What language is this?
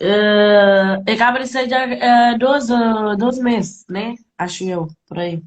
Kabuverdianu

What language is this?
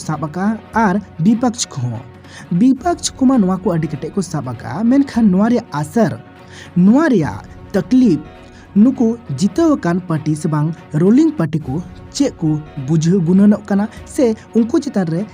Santali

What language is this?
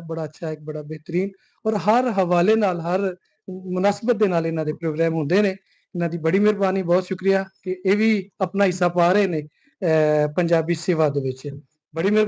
Western Panjabi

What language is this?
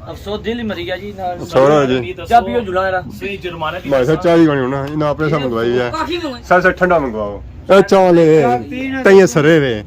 Pahari-Potwari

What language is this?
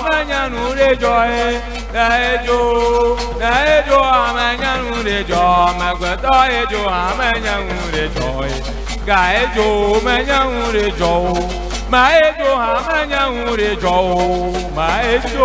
Ewe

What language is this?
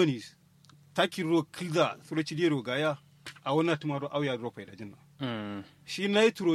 Kanuri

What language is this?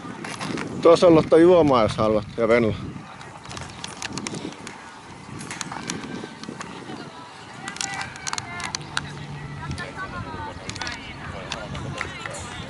Finnish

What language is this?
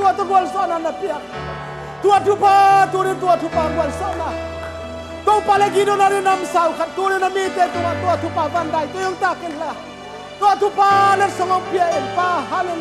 Tedim Chin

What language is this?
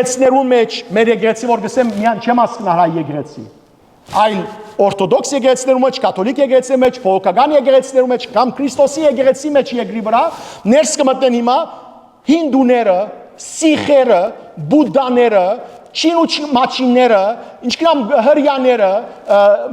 Western Armenian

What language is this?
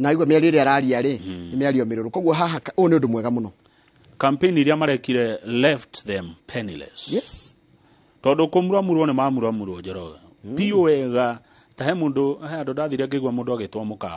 Kikuyu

